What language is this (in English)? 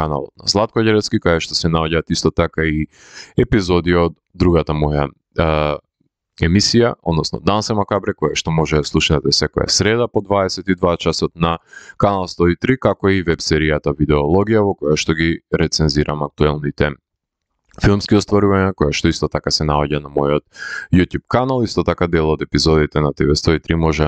Macedonian